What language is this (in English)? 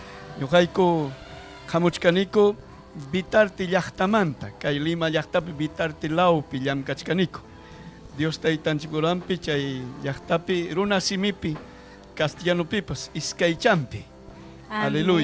Ayacucho Quechua